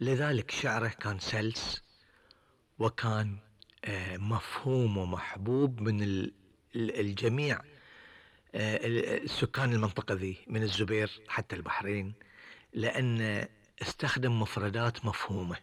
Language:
Gulf Arabic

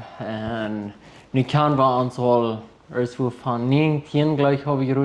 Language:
Plautdietsch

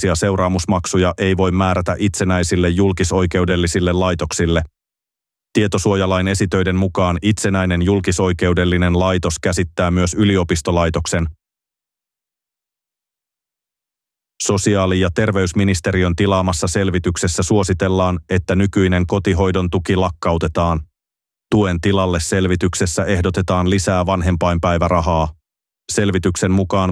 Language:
Finnish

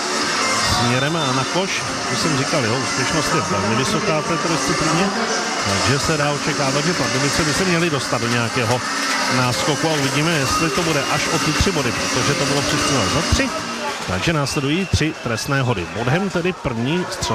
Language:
Czech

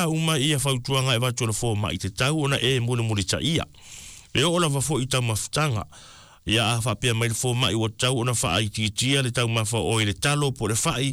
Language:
Samoan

